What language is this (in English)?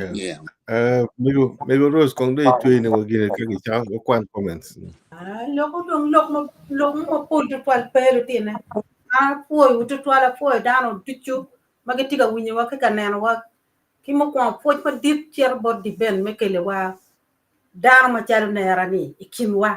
Acoli